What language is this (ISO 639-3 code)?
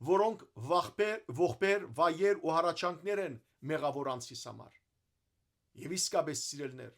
hyw